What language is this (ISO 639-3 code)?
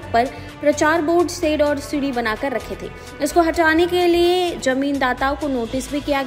hin